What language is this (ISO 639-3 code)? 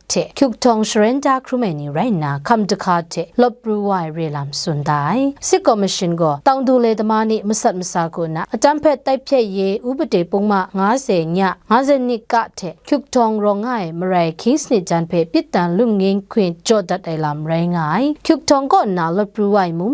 kac